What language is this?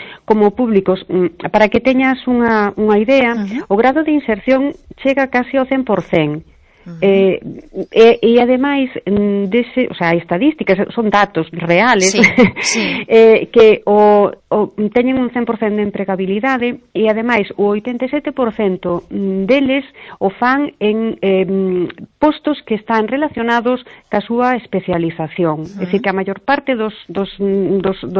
Galician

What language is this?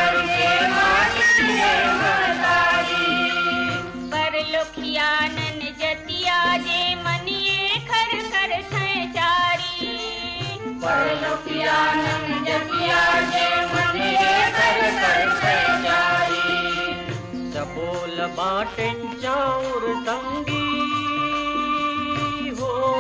Chhattisgarhi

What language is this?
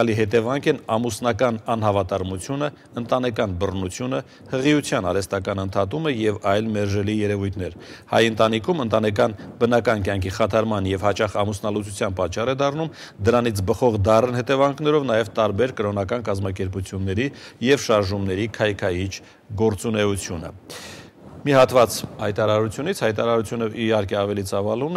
Armenian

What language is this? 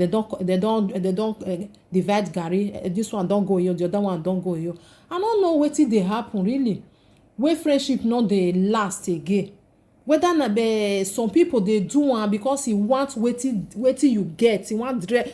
Nigerian Pidgin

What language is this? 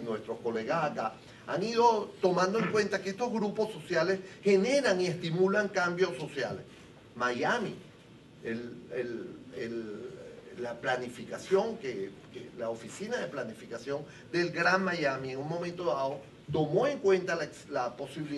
Spanish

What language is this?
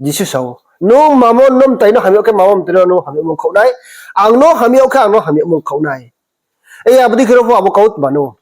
Riang (India)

